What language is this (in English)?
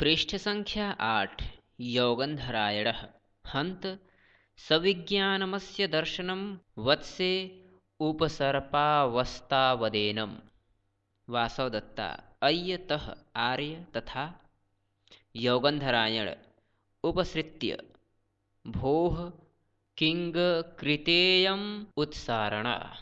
Sanskrit